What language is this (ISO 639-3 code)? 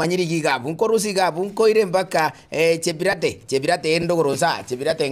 guz